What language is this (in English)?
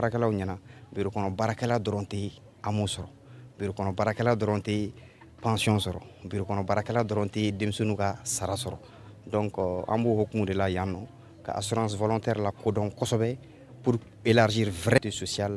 Bambara